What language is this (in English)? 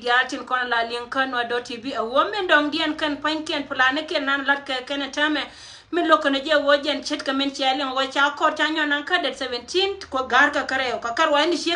Nuer